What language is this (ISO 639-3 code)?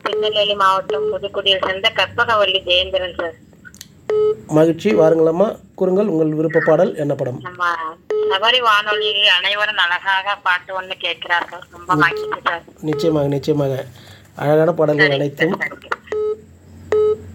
tam